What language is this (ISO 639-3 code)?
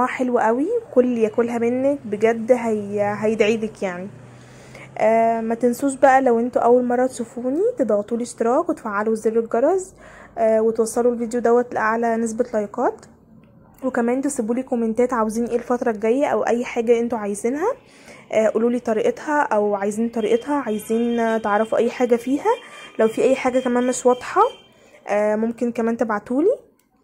arz